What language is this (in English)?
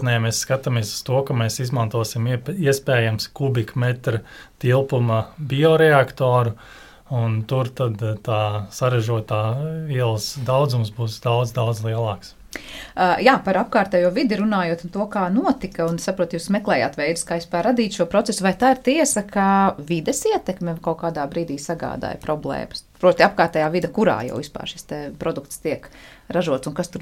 Latvian